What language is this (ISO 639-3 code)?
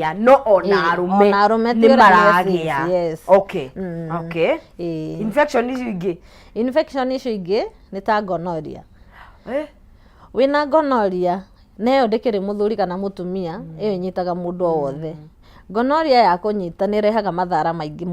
kik